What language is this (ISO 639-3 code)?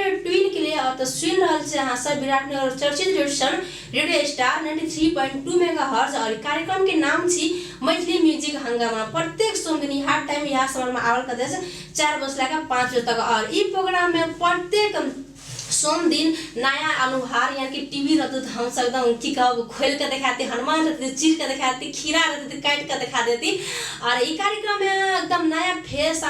mai